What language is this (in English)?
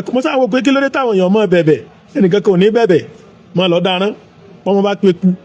Yoruba